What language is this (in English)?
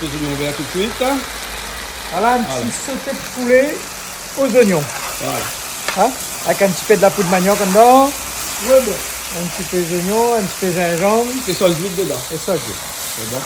Réunion Creole French